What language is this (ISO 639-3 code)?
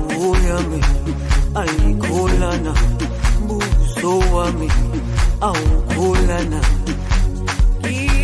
ron